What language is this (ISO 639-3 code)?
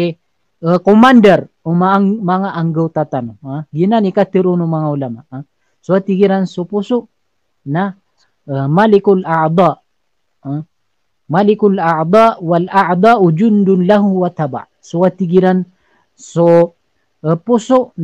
mrw